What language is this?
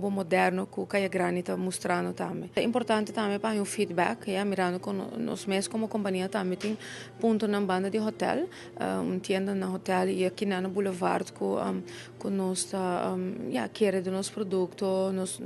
Papiamento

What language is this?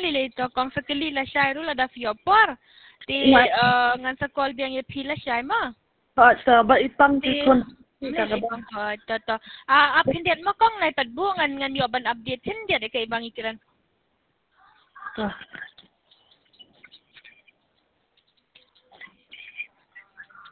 Khasi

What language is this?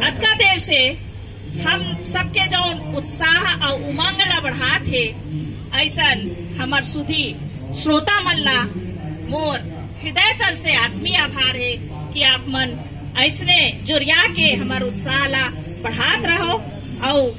Chhattisgarhi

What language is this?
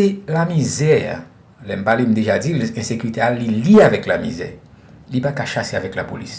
Haitian Creole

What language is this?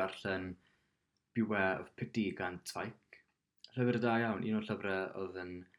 Welsh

